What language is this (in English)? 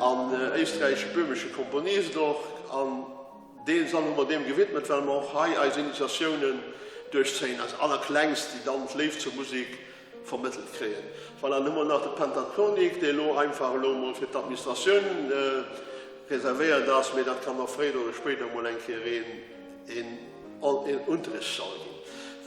Luxembourgish